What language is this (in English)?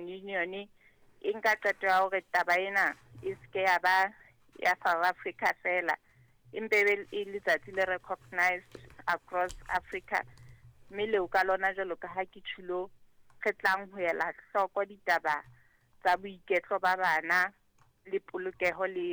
Southern Sotho